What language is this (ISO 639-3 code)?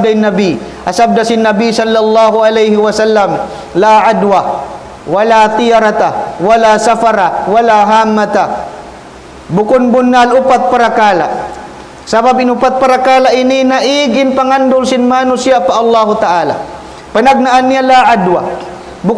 tsg